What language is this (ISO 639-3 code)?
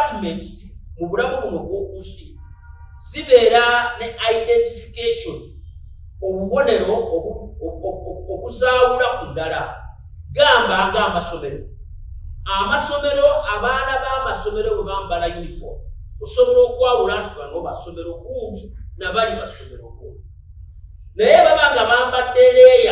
lug